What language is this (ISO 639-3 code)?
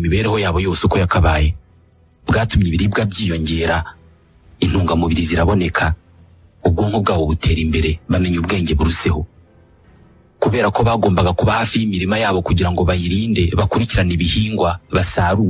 kin